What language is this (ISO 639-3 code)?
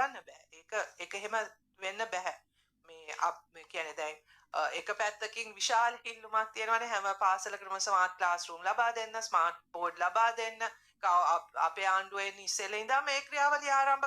sin